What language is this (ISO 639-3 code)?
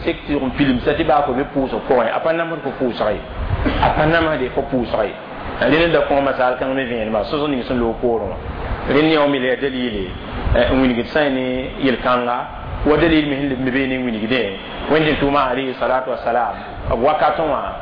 mos